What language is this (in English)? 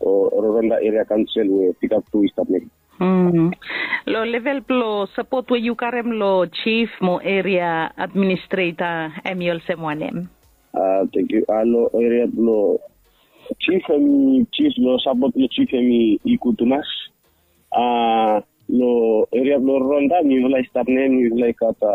Bislama